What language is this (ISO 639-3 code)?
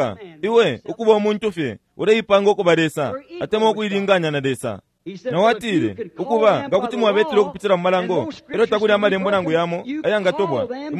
bem